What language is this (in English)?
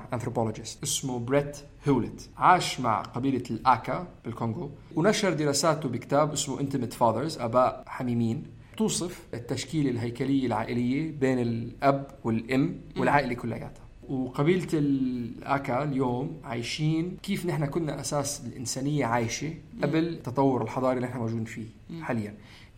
North Levantine Arabic